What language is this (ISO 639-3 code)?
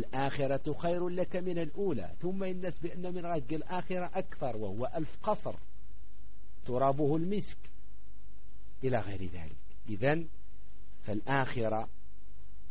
ara